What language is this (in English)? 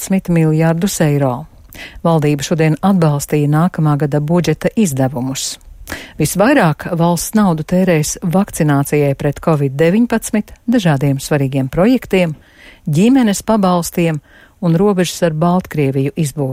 Latvian